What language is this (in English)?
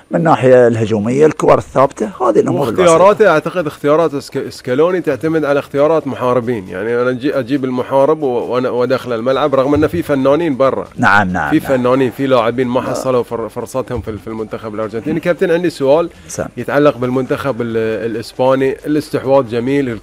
Gulf Arabic